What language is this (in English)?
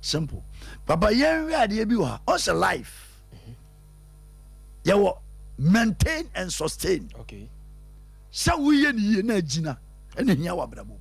Akan